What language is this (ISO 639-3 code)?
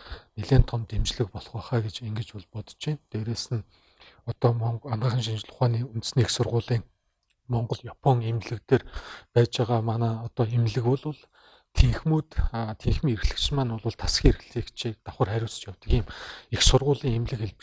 mon